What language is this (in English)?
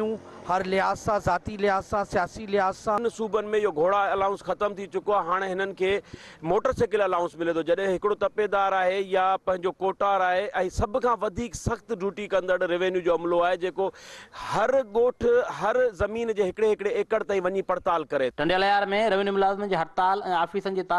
Sindhi